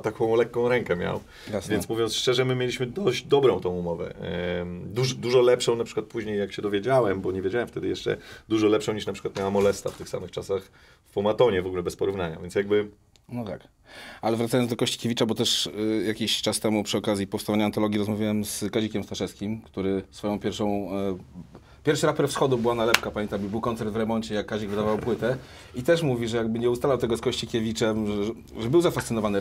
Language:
Polish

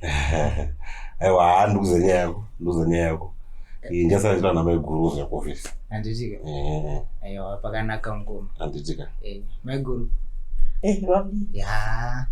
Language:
Shona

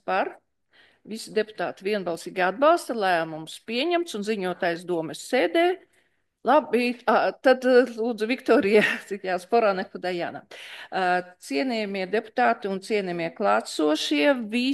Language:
Latvian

